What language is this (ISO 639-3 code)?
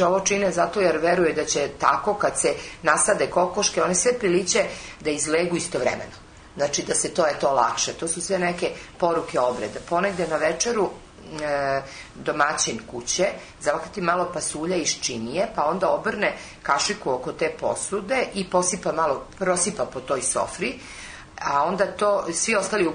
srp